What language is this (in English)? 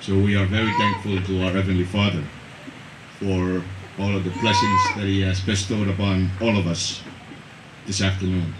Pohnpeian